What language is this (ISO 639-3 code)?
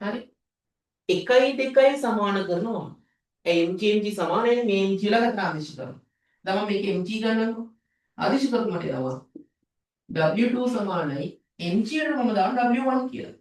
sin